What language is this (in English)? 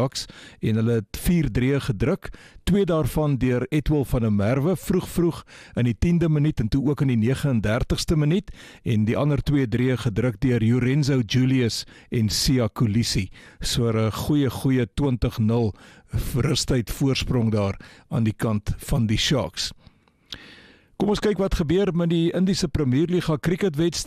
Afrikaans